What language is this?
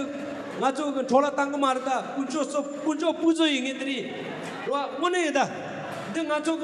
Tibetan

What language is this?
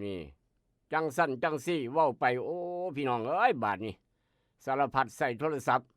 Northeastern Thai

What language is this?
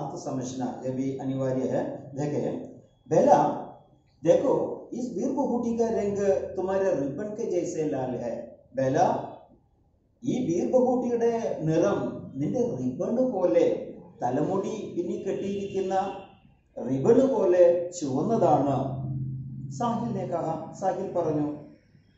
Malayalam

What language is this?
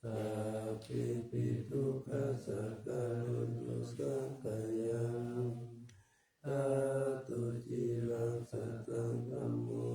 Pali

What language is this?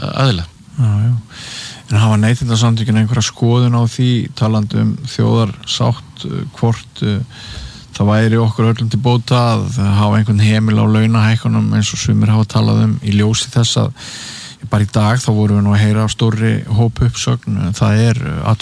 Icelandic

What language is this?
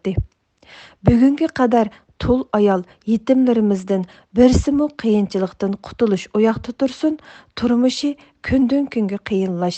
Uyghur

